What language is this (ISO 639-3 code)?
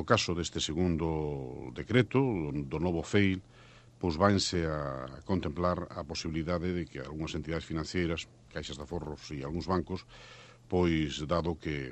glg